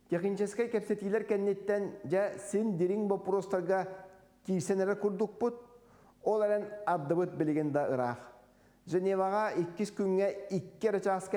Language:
Yakut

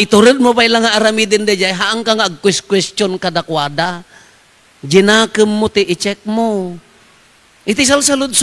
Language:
Iloko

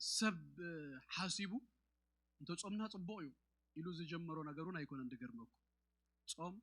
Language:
Tigrinya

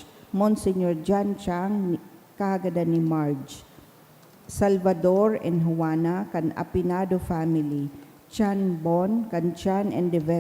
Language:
Bikol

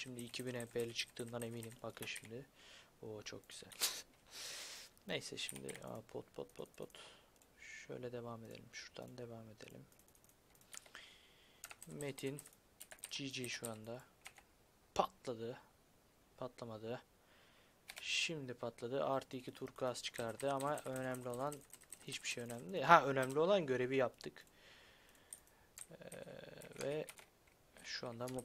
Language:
Turkish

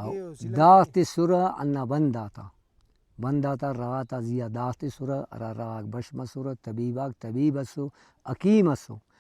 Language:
Brahui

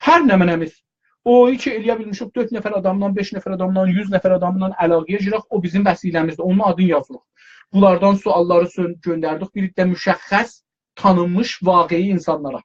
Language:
South Azerbaijani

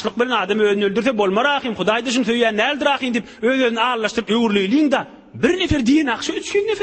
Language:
Turkmen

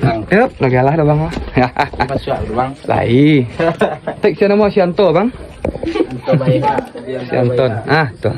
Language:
Minangkabau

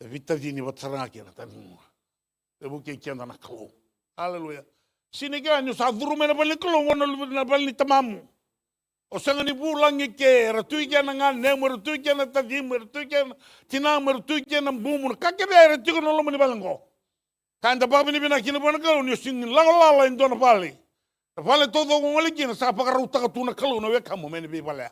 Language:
Fijian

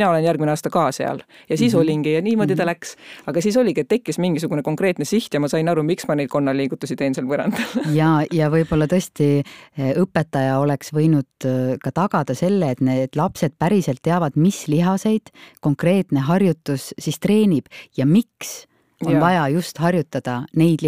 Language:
Estonian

